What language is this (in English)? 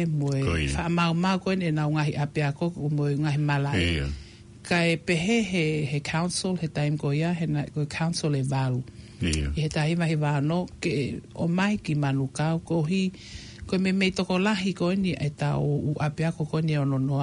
Tongan